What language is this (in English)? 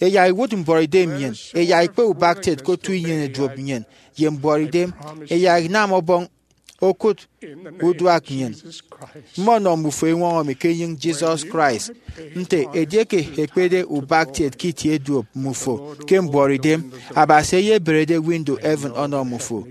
Efik